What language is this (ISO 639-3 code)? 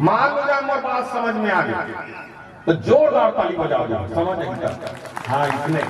hne